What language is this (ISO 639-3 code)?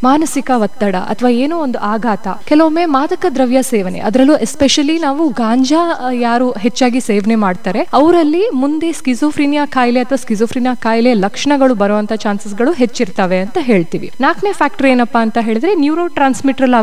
kan